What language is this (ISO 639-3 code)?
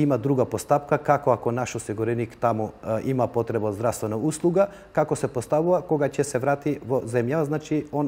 mkd